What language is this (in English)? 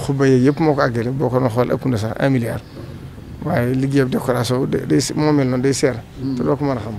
Wolof